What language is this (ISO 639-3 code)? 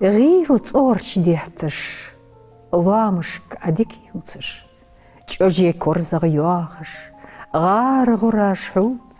inh